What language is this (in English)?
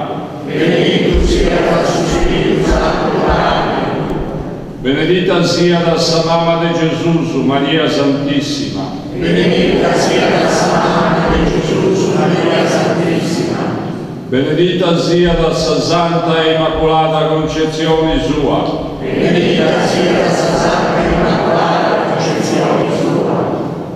Sardinian